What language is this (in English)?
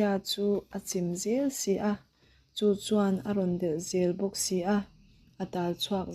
Mizo